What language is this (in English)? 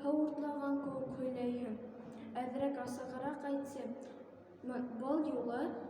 Bashkir